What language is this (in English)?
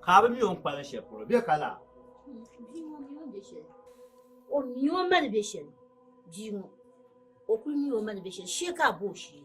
Dagbani